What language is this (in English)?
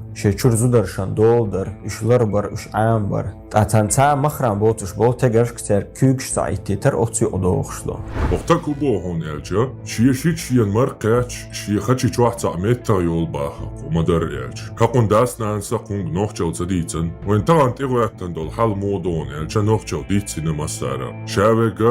Chechen